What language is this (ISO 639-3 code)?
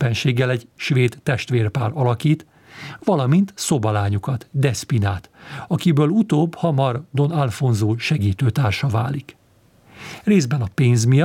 hun